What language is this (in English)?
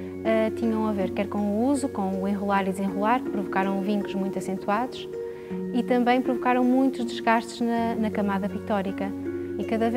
Portuguese